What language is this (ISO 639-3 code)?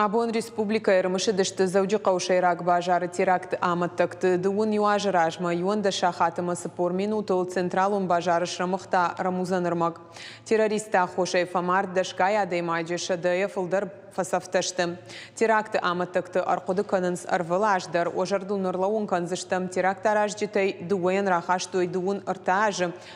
oss